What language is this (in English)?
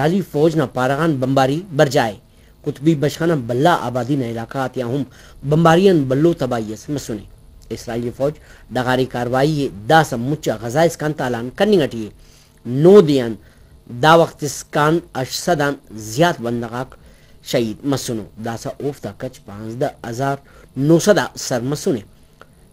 Brahui